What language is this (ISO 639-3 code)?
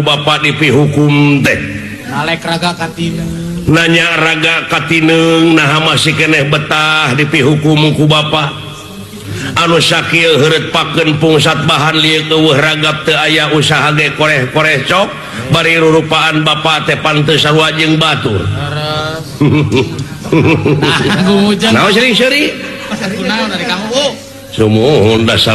sun